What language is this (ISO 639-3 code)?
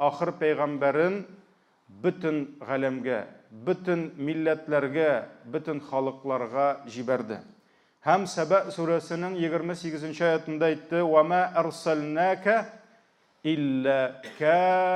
tat